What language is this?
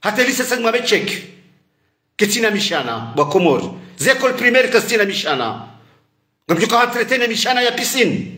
Ngazidja Comorian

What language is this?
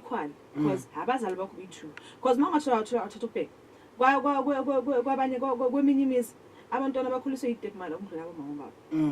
Zulu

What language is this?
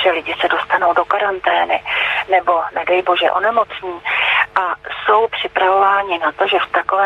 Czech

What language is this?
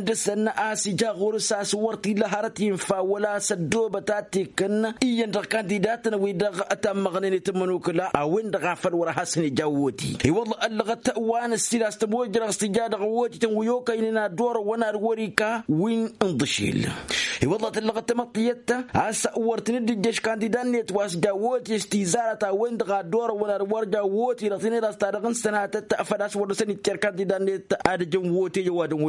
Tamasheq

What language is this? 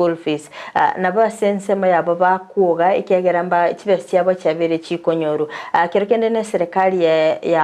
Gusii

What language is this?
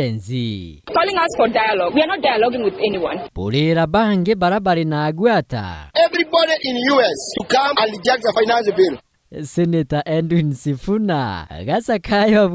Meru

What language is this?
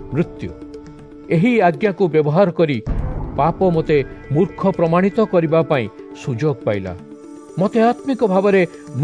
Odia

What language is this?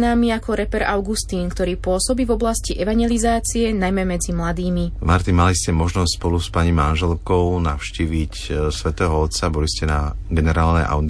Slovak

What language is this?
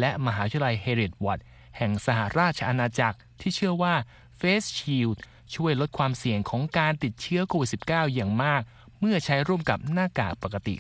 Thai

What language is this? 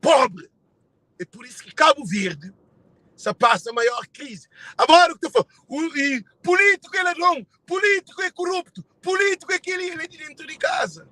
Kabuverdianu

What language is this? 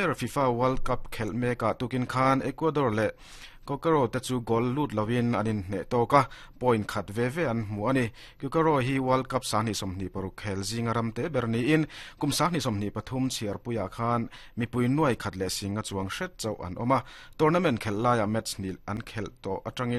Mizo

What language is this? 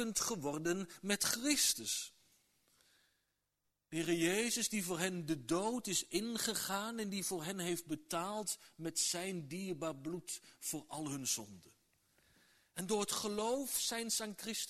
Dutch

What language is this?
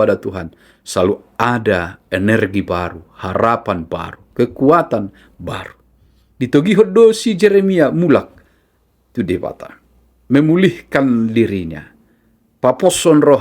Batak Toba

